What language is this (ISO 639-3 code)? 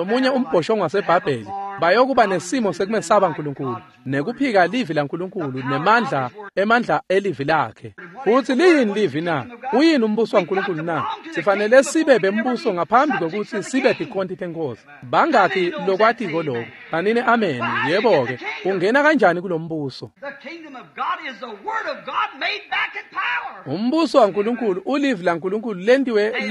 ssw